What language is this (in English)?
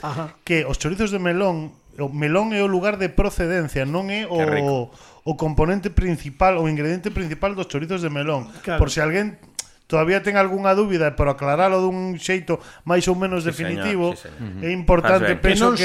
Galician